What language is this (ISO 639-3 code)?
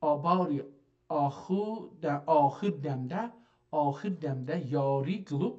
azb